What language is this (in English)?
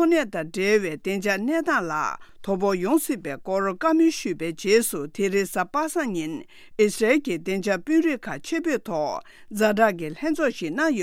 Tibetan